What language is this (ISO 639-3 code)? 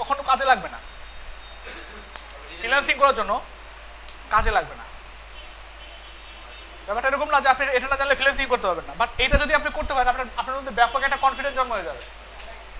ben